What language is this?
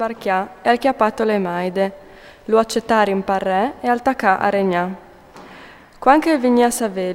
Friulian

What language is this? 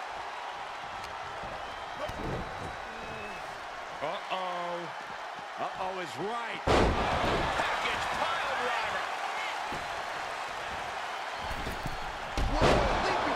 English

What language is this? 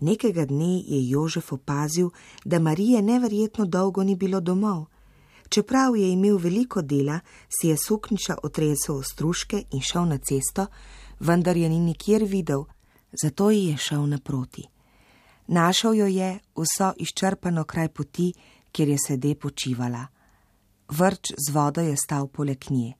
Slovenian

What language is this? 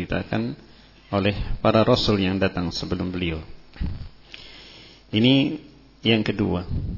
Indonesian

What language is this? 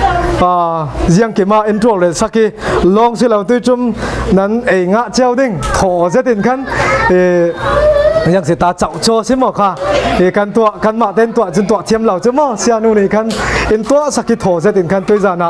Falam Chin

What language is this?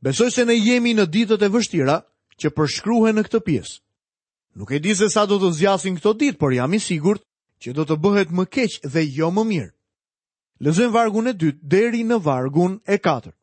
Albanian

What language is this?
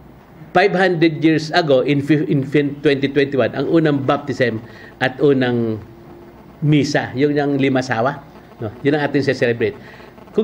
Filipino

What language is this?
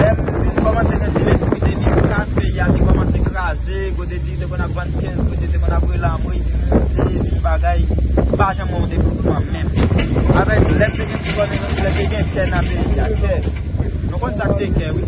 Haitian Creole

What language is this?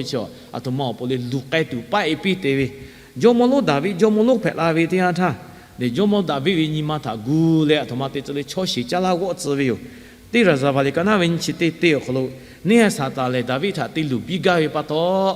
Lahu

